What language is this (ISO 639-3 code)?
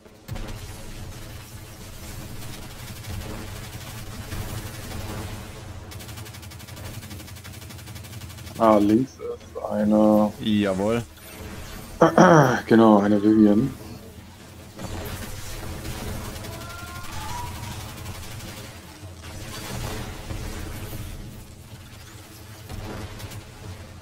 deu